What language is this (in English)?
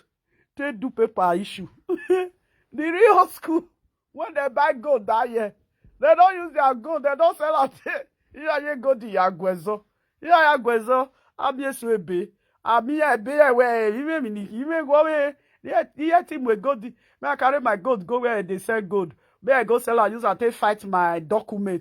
Nigerian Pidgin